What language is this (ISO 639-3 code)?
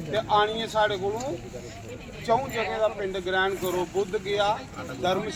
doi